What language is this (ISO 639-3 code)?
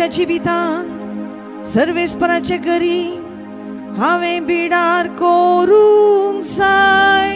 kok